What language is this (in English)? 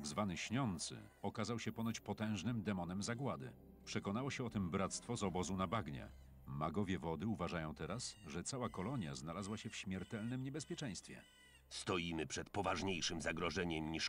Polish